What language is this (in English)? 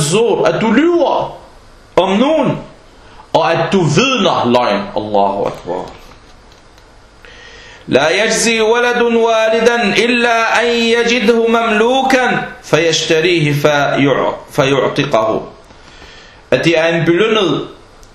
Danish